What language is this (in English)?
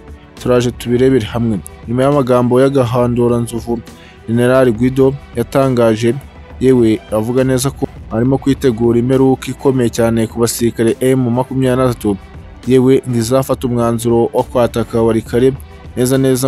Kinyarwanda